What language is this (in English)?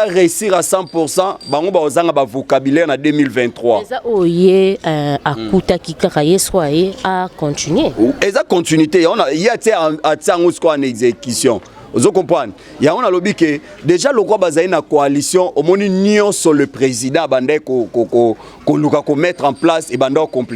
Lingala